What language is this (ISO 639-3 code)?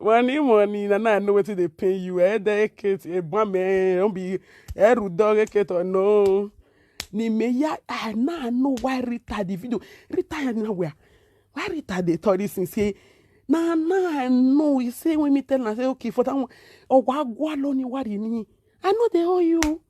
pcm